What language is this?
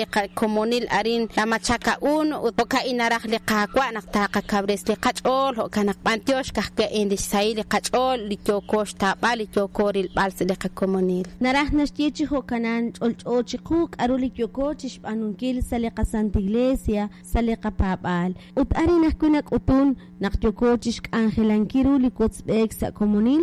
Kekchí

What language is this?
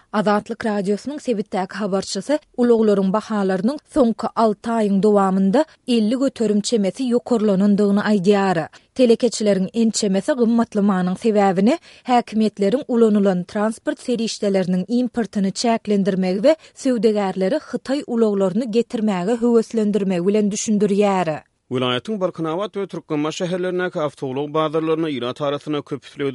Turkmen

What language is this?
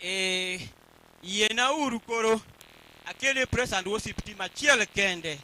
Luo (Kenya and Tanzania)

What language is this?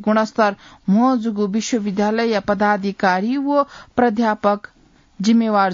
Newari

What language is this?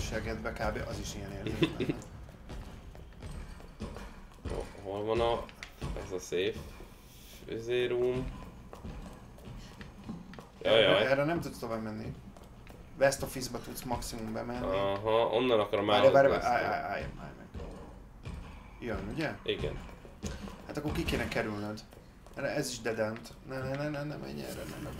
Hungarian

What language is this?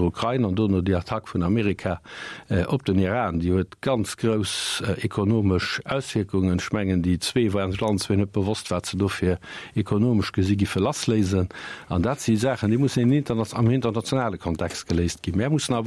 Luxembourgish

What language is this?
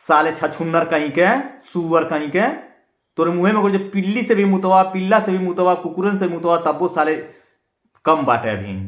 Bhojpuri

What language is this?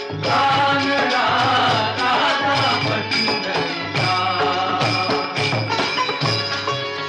Marathi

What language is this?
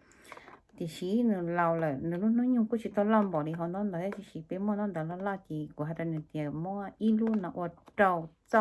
Hmong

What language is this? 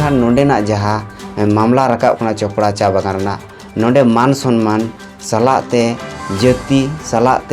Santali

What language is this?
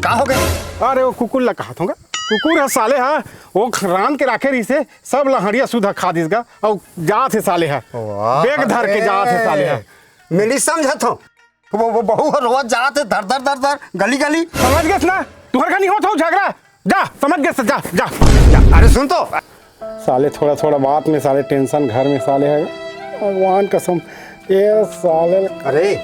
Chhattisgarhi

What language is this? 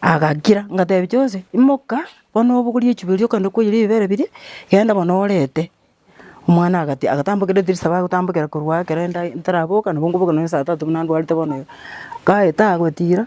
Gusii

